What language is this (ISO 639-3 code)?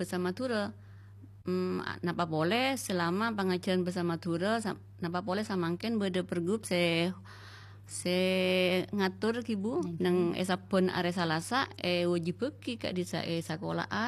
mad